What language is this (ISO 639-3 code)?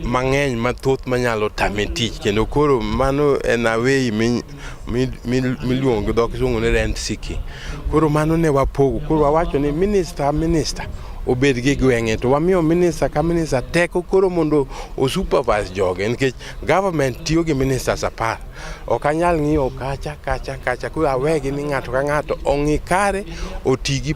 luo